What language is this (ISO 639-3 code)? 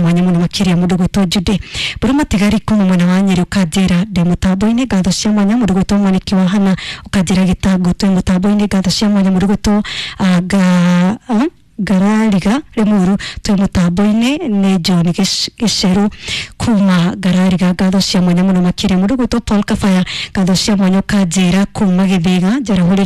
kik